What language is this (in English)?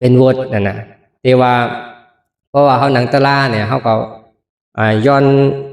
Shan